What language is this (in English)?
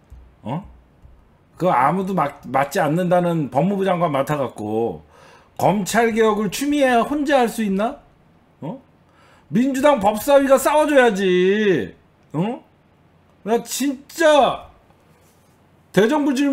Korean